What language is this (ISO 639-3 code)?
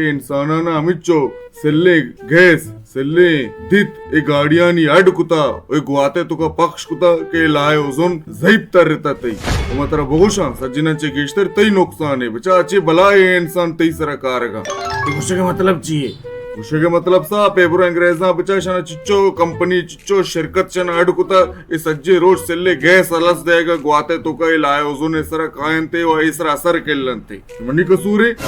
bal